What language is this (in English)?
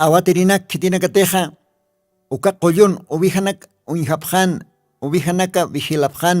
Aymara